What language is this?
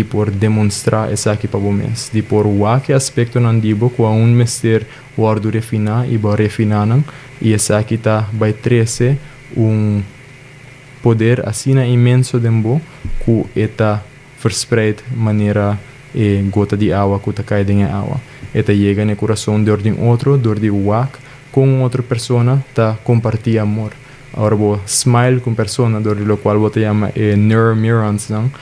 Papiamento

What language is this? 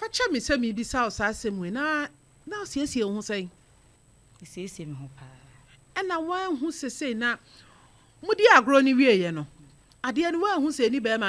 Akan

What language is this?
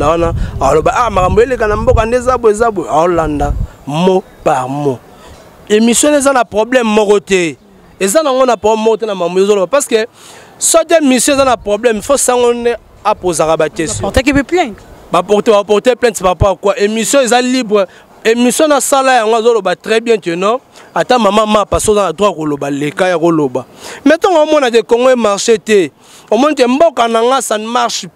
Lingala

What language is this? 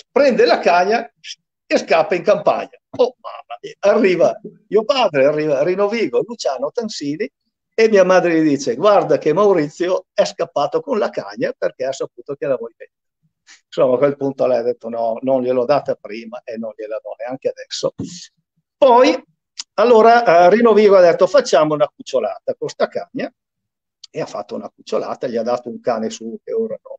Italian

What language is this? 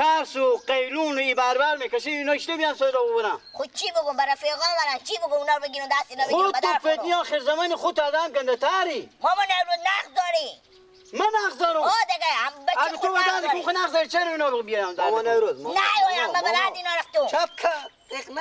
Persian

